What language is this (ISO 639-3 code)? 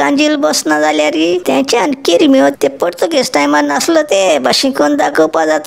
kok